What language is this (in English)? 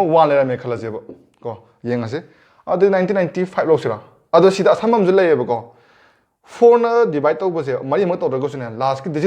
Manipuri